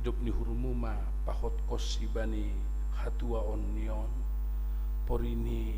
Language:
Batak Simalungun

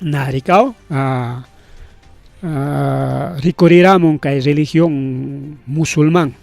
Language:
Ayacucho Quechua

